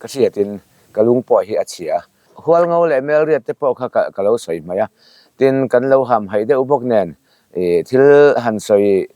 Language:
Mizo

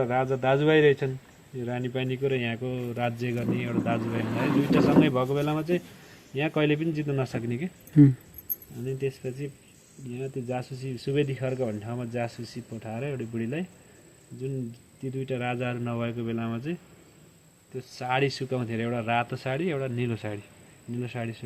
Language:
Nepali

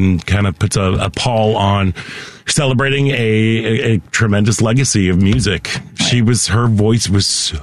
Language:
English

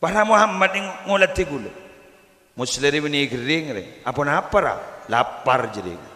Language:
Madurese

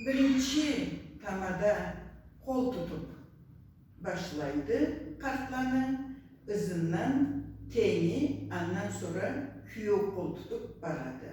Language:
Karachay-Balkar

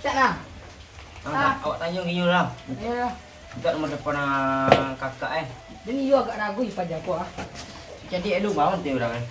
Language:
Minangkabau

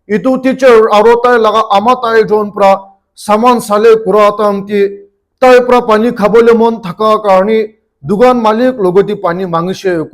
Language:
Naga Pidgin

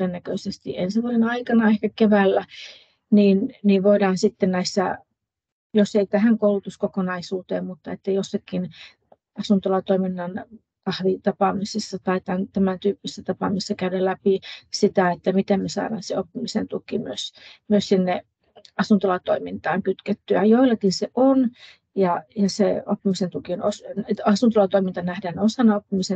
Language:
Finnish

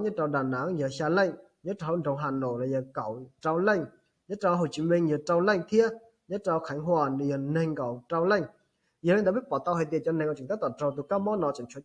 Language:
Hmong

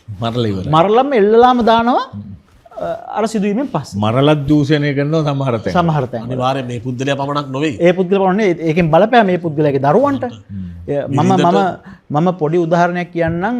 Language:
Sinhala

